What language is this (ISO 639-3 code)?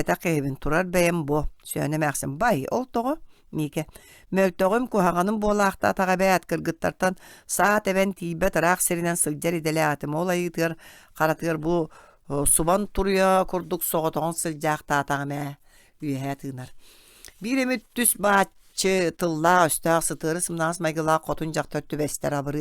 sah